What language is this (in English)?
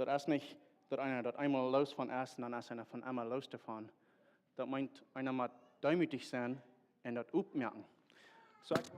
Plautdietsch